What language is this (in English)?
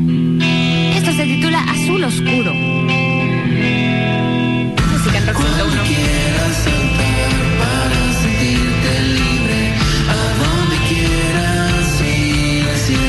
Spanish